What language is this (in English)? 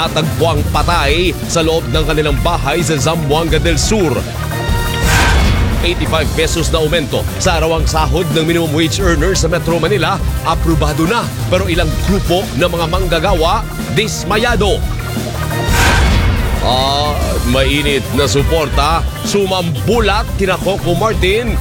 Filipino